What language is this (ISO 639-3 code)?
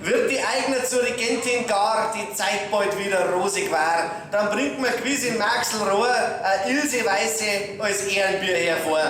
bar